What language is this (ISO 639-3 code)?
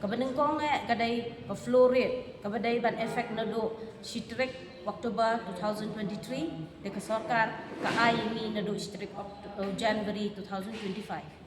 kha